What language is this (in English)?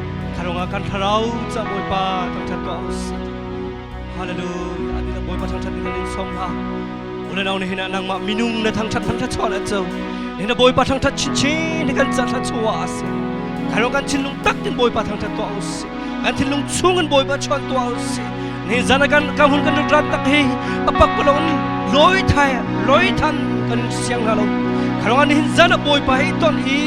Hakha Chin